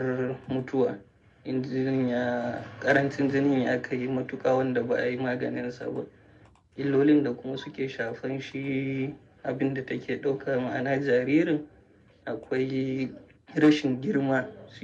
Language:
Hausa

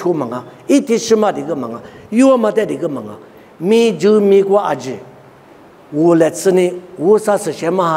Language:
Lisu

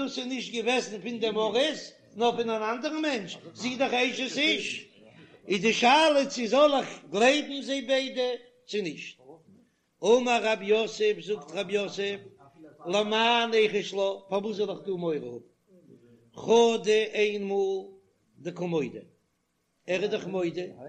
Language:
Yiddish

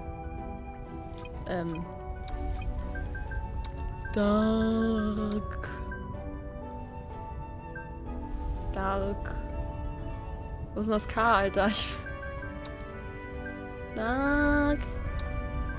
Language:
German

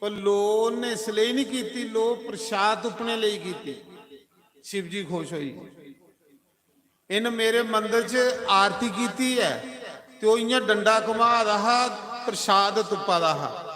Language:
Dogri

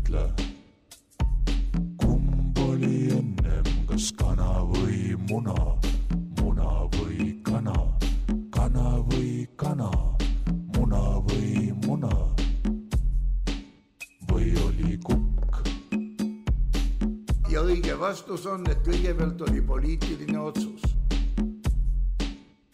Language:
Estonian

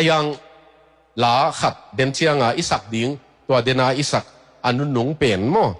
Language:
Tedim Chin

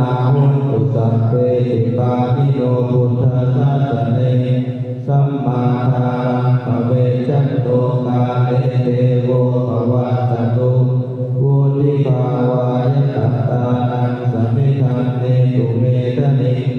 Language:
Pali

